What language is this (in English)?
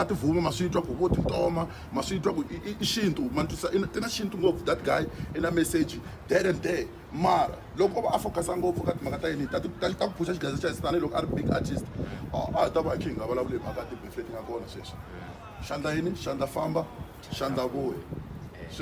Tsonga